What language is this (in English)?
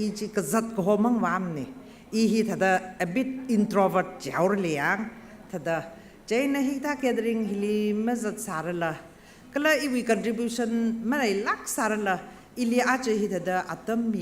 Tangkhul Naga (India)